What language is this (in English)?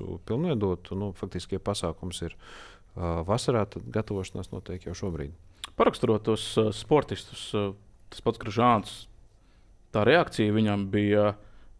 Latvian